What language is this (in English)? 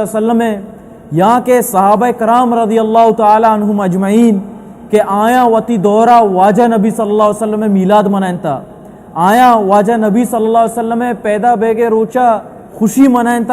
Baluchi